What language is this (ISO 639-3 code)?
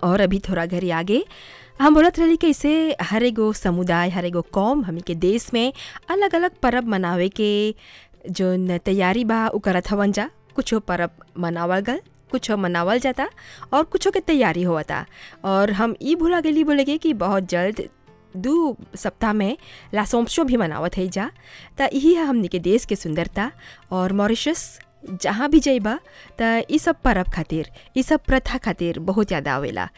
bho